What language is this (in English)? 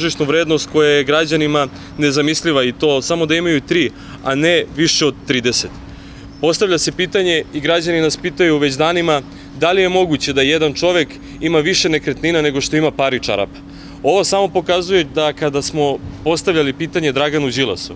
Serbian